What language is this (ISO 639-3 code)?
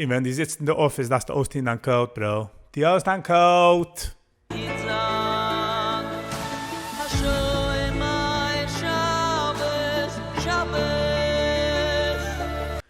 yid